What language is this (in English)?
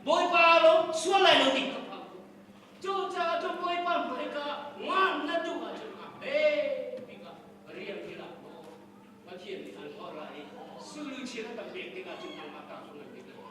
Hakha Chin